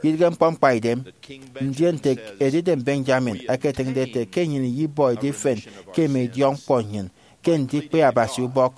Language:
Efik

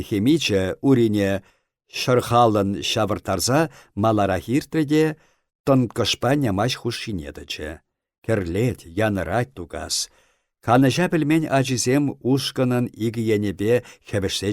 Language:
Chuvash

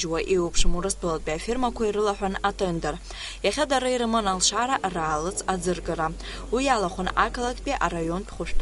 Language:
Abkhazian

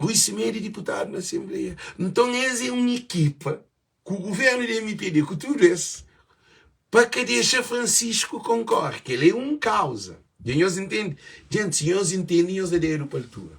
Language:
Kabuverdianu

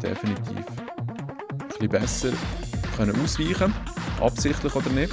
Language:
Swiss German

